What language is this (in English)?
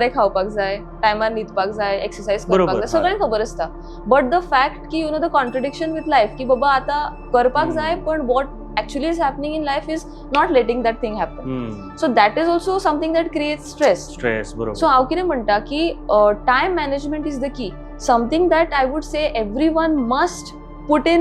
Konkani